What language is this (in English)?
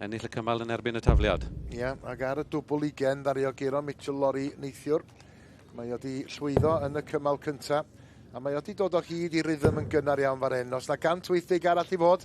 Welsh